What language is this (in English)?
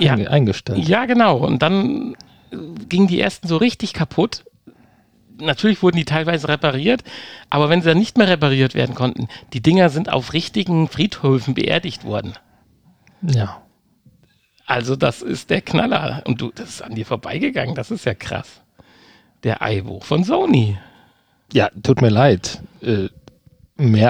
German